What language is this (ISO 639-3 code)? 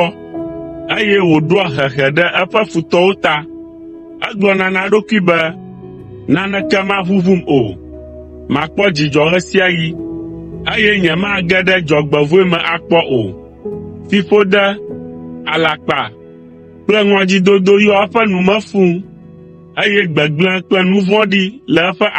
ewe